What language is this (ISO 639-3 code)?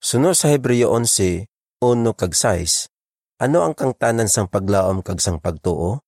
hil